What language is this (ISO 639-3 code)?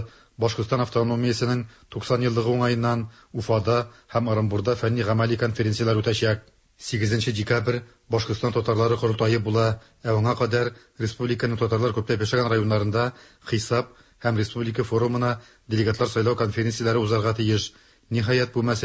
tat